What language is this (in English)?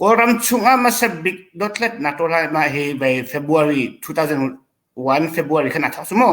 Hakha Chin